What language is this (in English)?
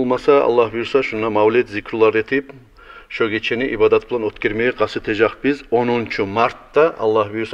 Kumyk